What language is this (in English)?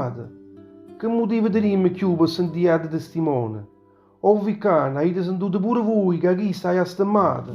Neapolitan